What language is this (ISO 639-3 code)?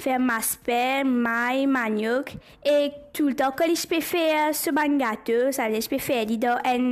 mfe